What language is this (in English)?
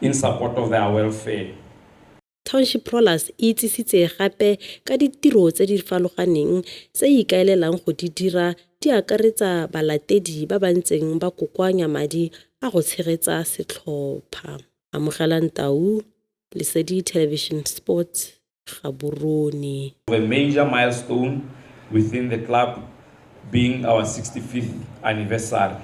Tswana